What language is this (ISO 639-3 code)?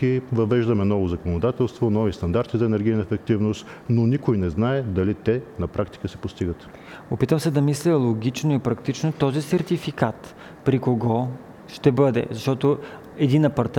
bul